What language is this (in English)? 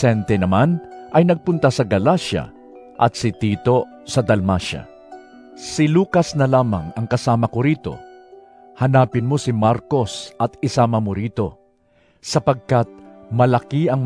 Filipino